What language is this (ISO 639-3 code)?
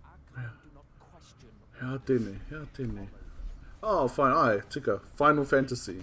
mri